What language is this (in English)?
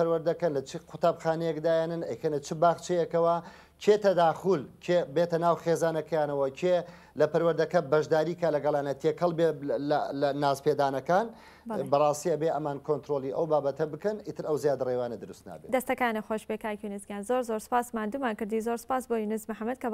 Central Kurdish